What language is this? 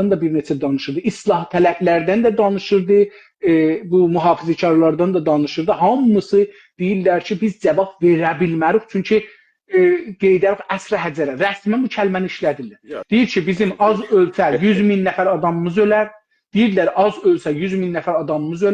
South Azerbaijani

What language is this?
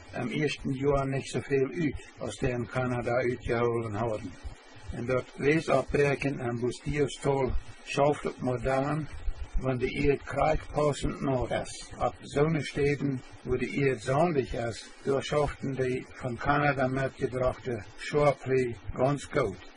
Plautdietsch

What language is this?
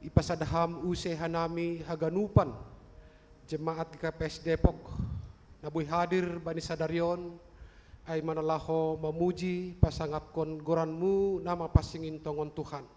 Batak Simalungun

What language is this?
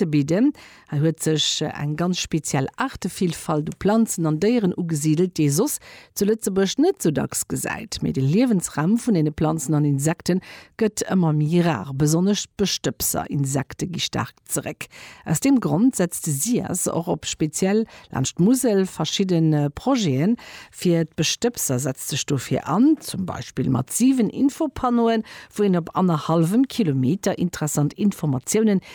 Luxembourgish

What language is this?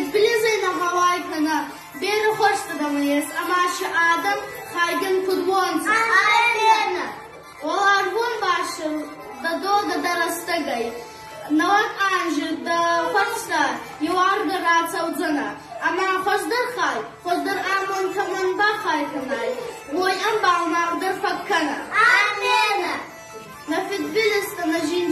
Ossetic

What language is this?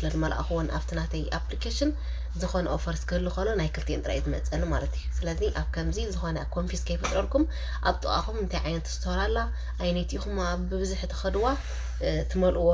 Tigrinya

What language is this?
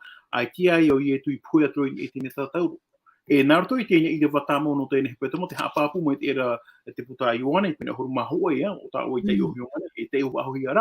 Tahitian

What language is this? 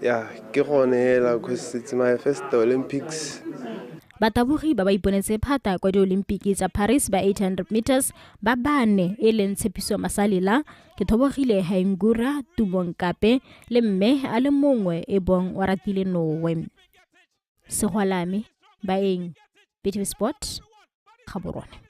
Tswana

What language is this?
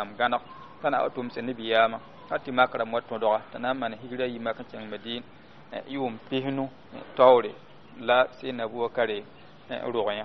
Mossi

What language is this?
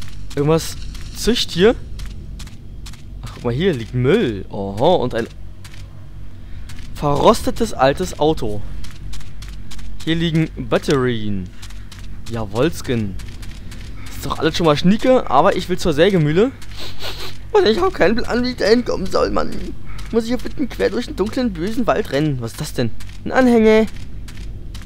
German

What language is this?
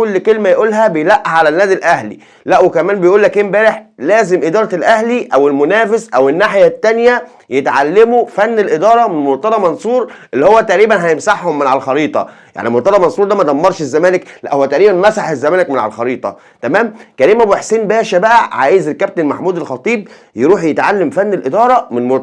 Egyptian Arabic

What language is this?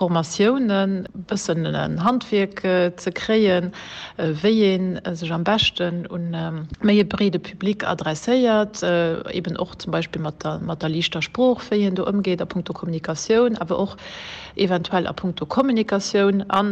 Luxembourgish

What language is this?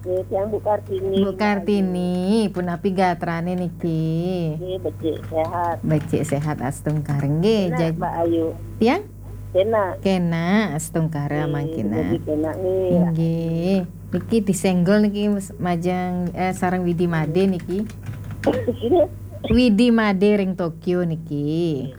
Balinese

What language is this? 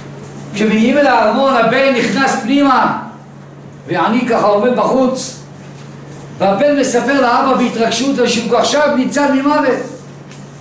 Hebrew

